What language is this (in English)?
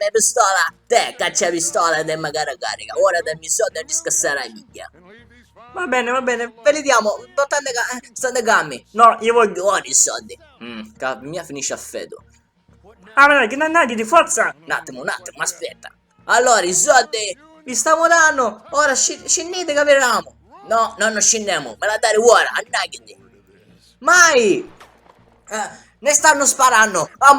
Sicilian